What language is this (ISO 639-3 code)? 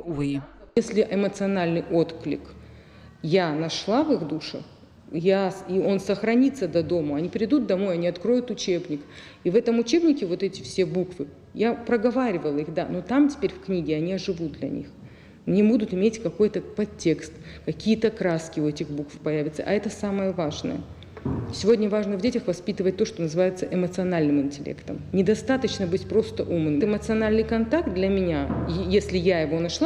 oss